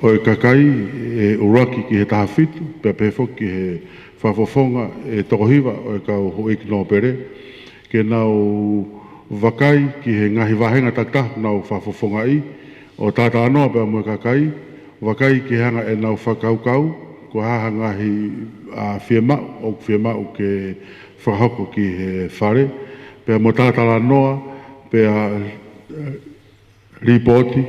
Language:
Tongan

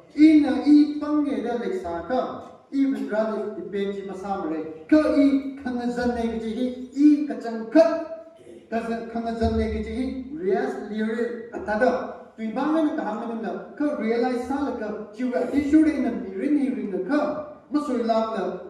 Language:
Tangkhul Naga (India)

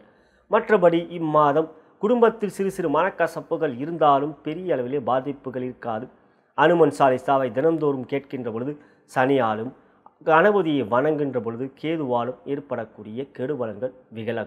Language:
Tamil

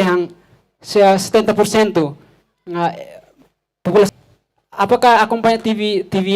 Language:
Tetum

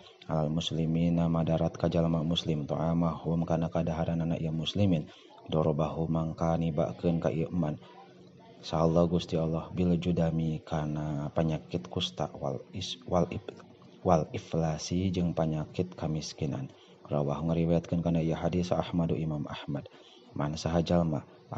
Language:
Sundanese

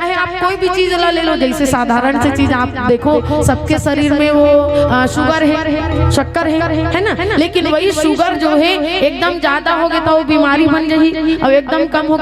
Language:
Chhattisgarhi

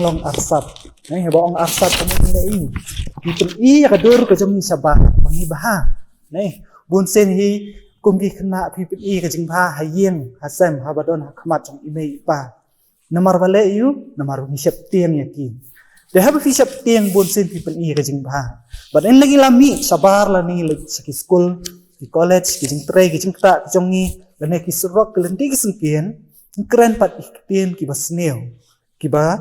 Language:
Khasi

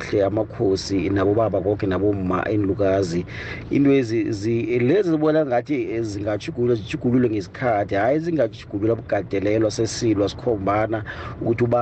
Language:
South Ndebele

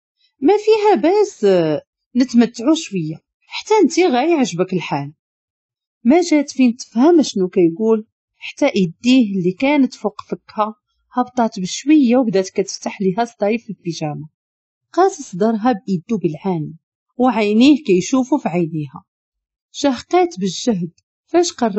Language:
Moroccan Arabic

